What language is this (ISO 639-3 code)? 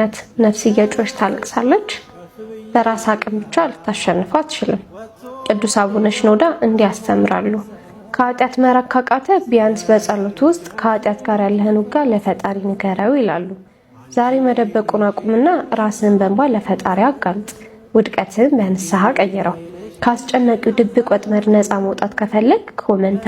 amh